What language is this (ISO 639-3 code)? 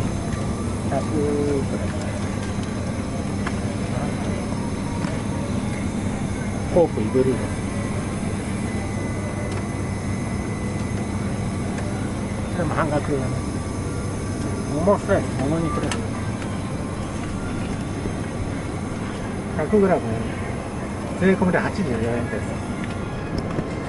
jpn